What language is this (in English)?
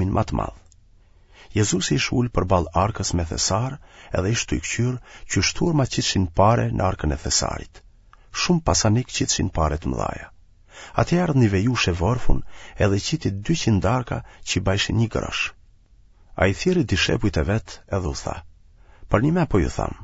Albanian